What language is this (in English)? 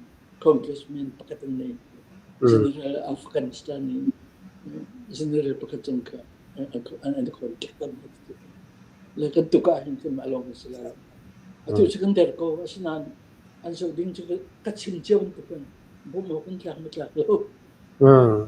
Falam Chin